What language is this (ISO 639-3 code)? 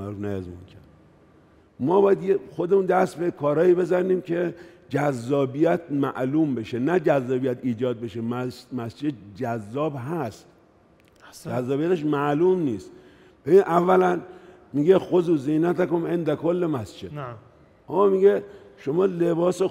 fas